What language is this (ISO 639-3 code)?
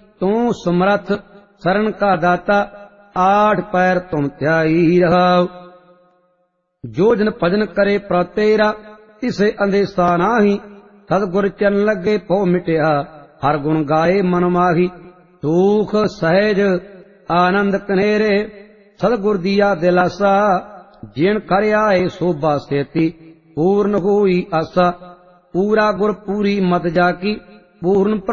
pan